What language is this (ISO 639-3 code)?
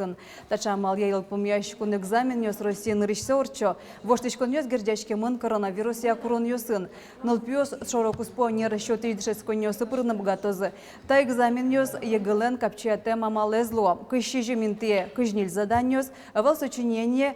udm